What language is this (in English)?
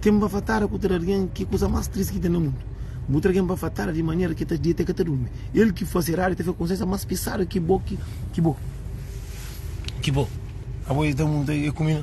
Kabuverdianu